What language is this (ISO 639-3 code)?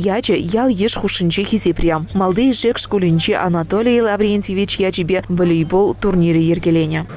chv